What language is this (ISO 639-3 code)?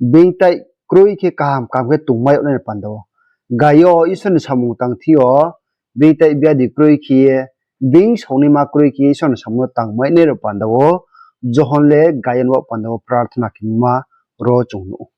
ria